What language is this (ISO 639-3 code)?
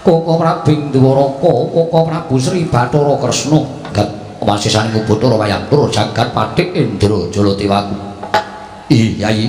jav